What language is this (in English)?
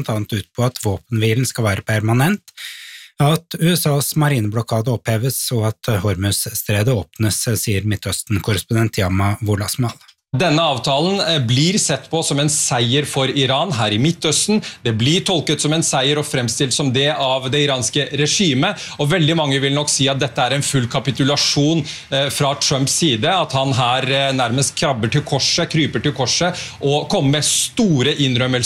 Norwegian